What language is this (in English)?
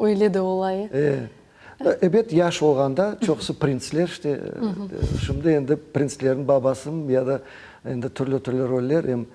Crimean Tatar